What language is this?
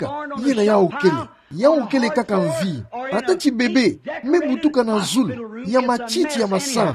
Kituba (Democratic Republic of Congo)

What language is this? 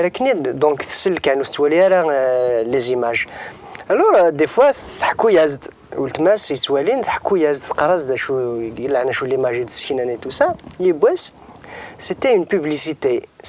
Kabyle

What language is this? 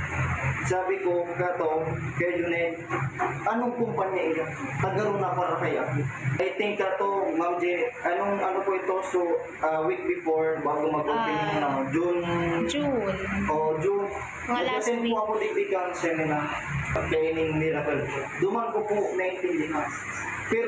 Bikol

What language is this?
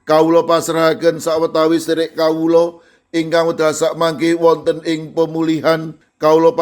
Javanese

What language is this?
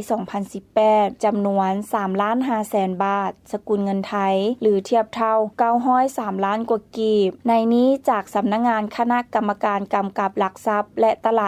Lao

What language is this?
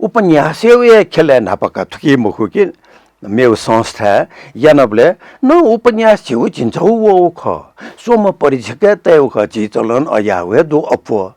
Newari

